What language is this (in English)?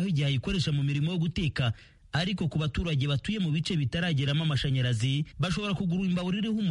Kinyarwanda